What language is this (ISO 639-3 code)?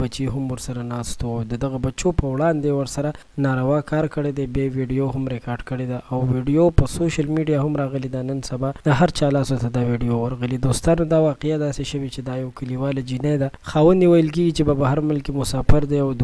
pus